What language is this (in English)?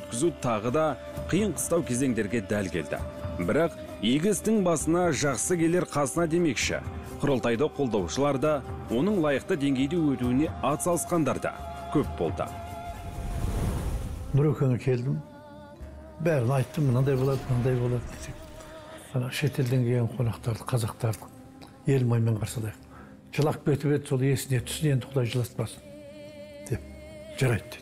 Kazakh